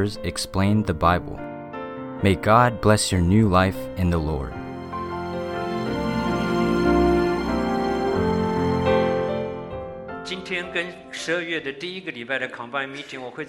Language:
Chinese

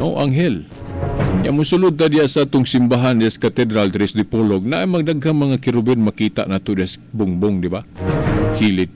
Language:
Cebuano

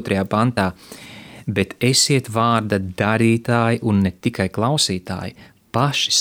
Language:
Latvian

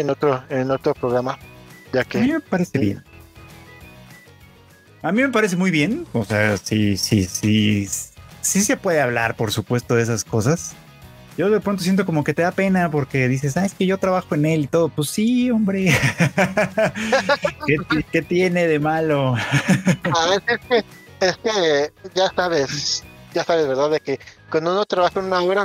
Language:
Spanish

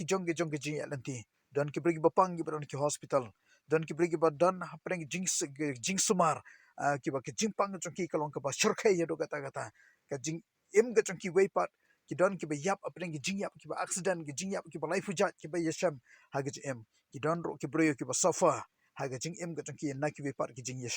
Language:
Khasi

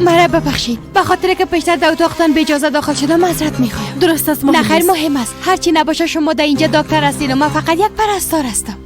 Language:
Persian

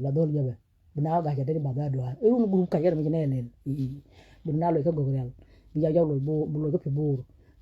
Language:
Nuer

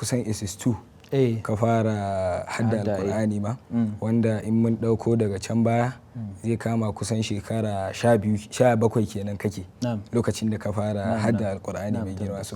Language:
Hausa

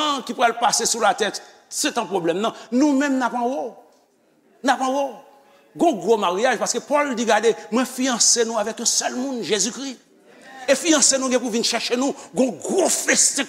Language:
Haitian Creole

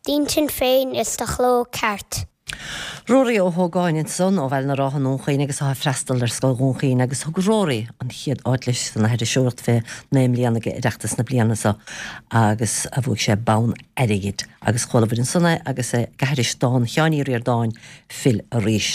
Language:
Irish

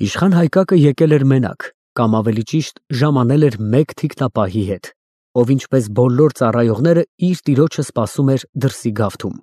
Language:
Armenian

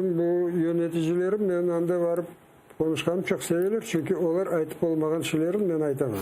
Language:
Crimean Tatar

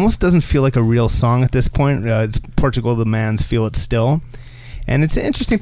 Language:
English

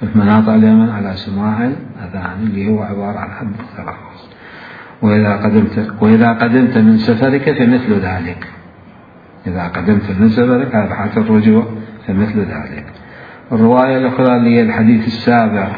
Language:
Mesopotamian Arabic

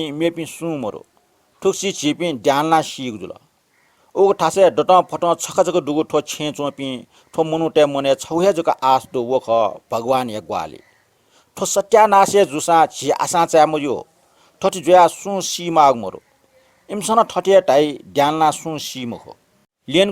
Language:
Newari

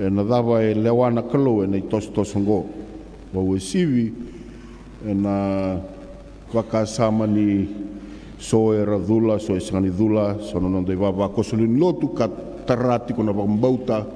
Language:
Fijian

